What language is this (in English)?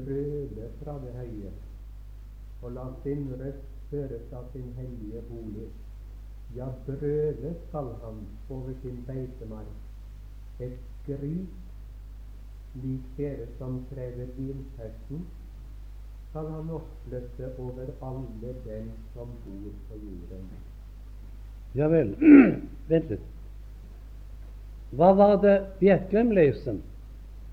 Norwegian